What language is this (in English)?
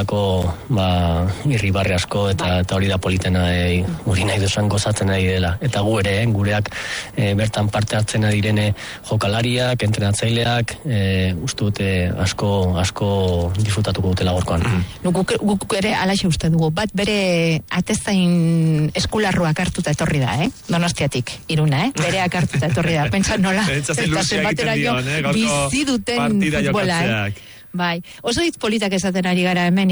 Basque